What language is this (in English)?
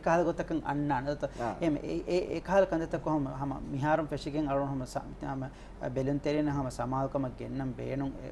Divehi